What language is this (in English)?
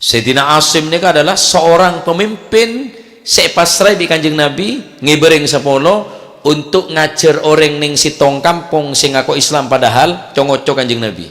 Madurese